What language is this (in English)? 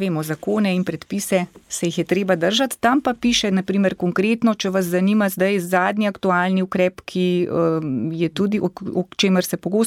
Slovenian